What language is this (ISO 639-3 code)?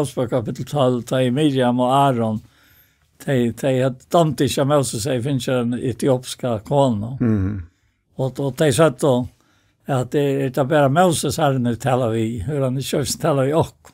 fao